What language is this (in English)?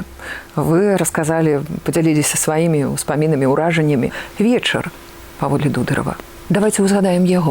Belarusian